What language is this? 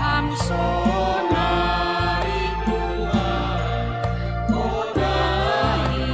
Batak Simalungun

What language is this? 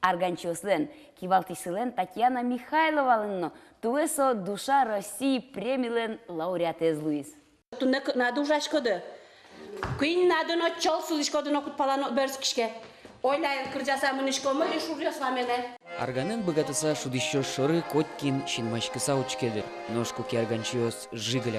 Udmurt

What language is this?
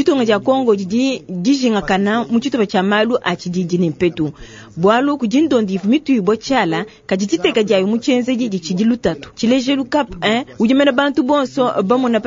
Luba-Lulua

